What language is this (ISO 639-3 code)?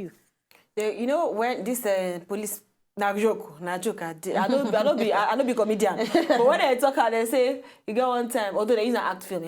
pcm